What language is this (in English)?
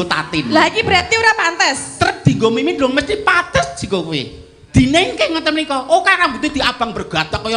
Javanese